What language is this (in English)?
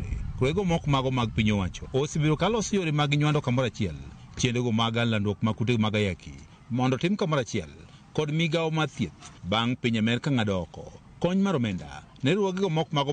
Luo (Kenya and Tanzania)